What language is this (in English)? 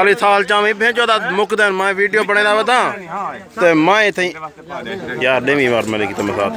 Saraiki